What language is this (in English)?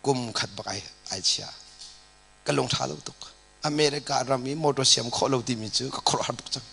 Hakha Chin